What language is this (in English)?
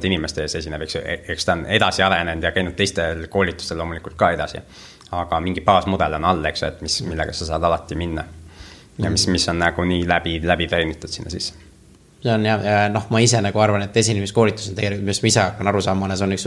Estonian